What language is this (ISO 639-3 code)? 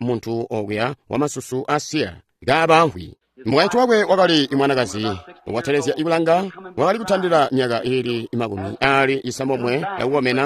toi